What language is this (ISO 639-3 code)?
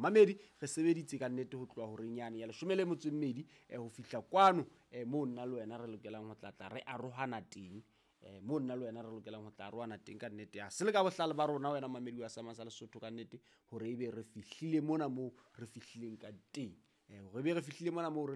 sot